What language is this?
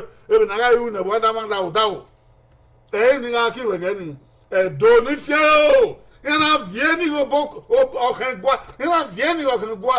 Bini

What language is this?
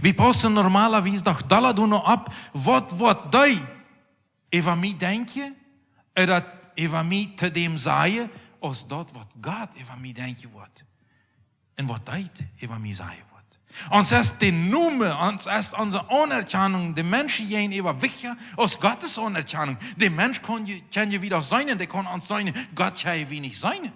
Plautdietsch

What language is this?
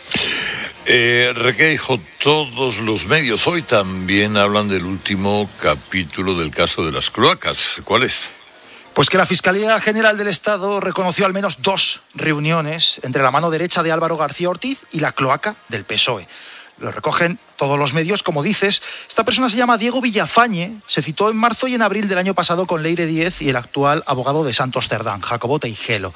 Spanish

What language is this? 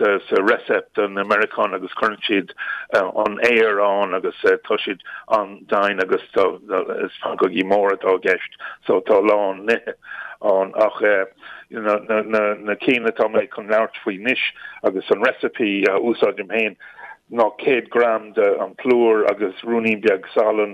Irish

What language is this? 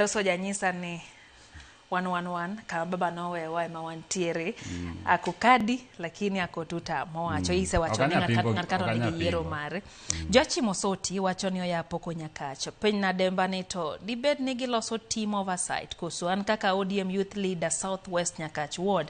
Luo (Kenya and Tanzania)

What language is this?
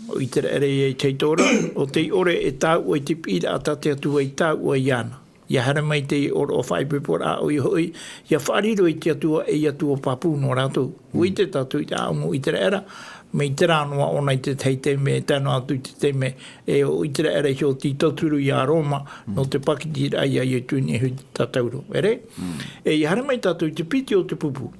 Tahitian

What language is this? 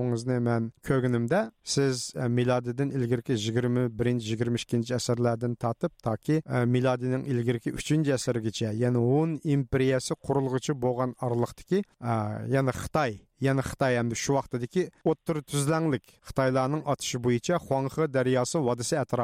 Uyghur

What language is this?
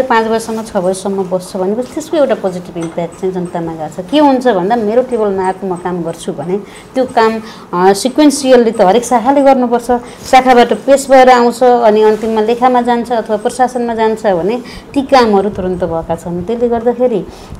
Nepali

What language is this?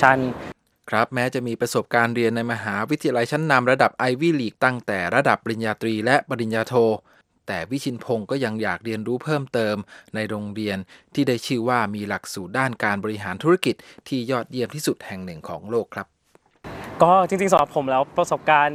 Thai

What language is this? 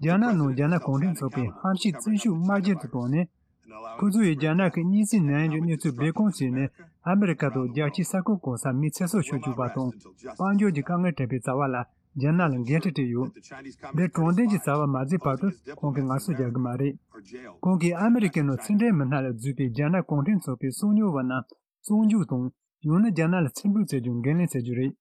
Tibetan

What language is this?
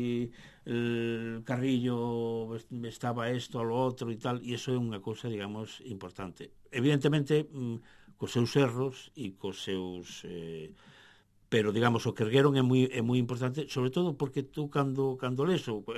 Galician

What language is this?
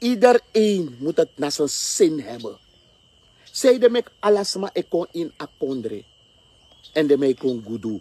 Sranan Tongo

